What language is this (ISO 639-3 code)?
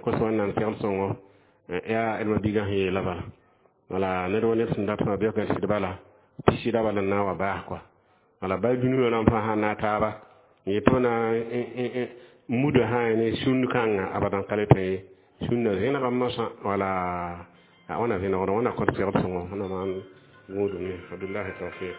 mos